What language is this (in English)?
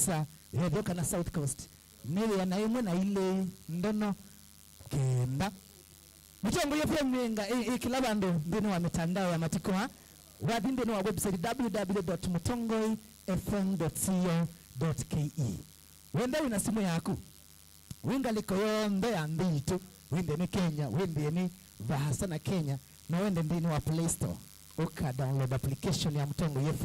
Kamba